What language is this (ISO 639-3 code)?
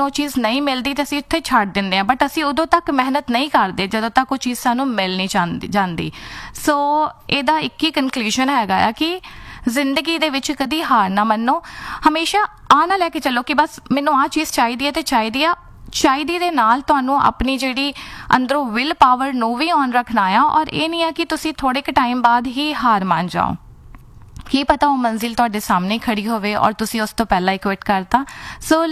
pan